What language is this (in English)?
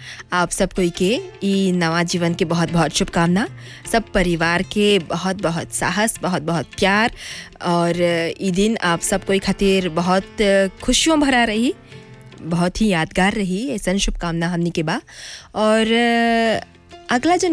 Bhojpuri